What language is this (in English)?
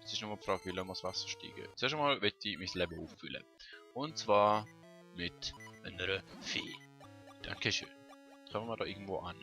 Swiss German